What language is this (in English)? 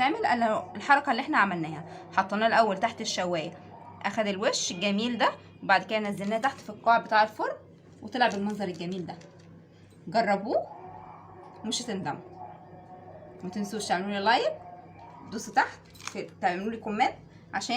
Egyptian Arabic